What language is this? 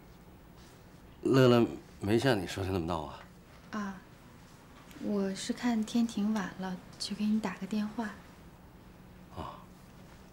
Chinese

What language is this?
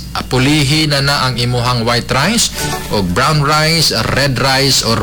Cebuano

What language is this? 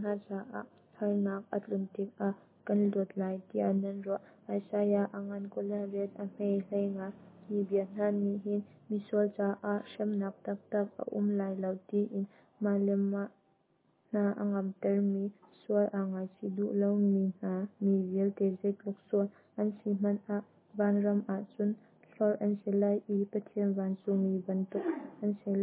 Hakha Chin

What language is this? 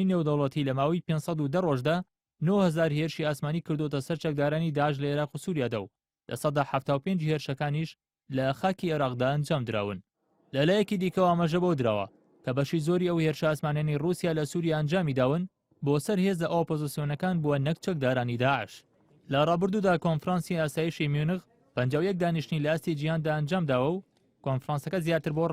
Central Kurdish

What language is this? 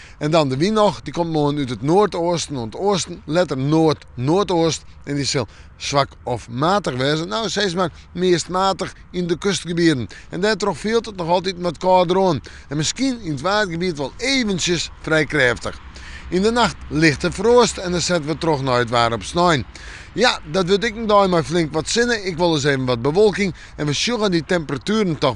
Western Frisian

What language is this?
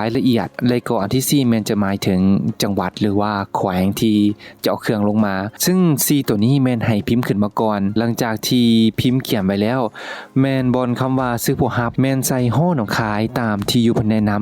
Lao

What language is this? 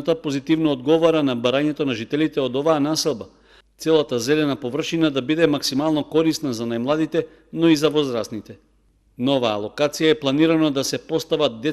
Macedonian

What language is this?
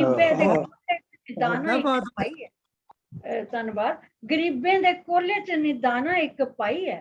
Dogri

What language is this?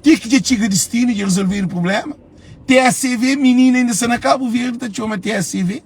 Kabuverdianu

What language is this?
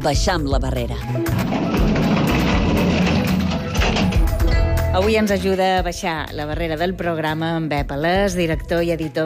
Catalan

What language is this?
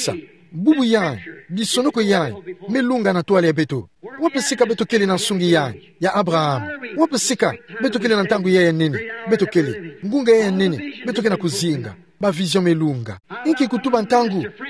Kituba (Democratic Republic of Congo)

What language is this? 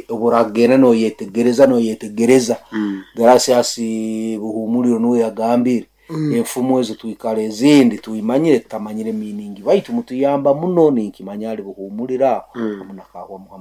Nyoro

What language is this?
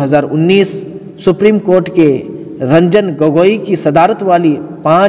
Urdu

